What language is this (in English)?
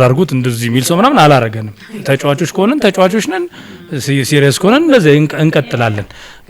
Amharic